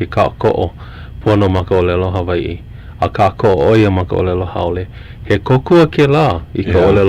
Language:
Hawaiian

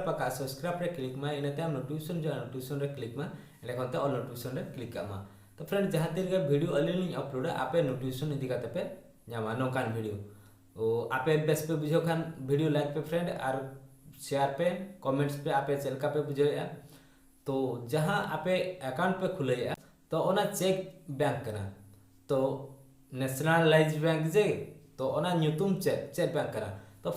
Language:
Santali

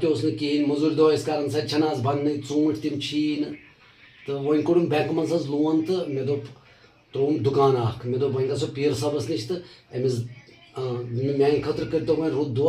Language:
Kashmiri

